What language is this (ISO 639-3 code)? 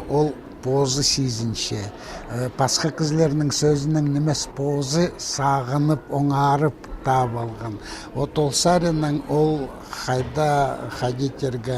kjh